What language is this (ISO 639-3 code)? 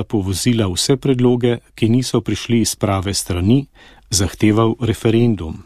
slv